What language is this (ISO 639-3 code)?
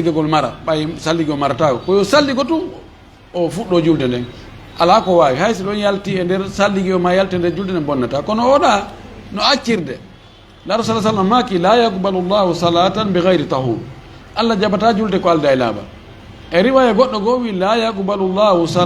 ful